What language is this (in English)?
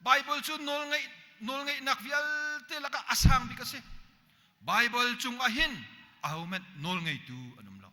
Hakha Chin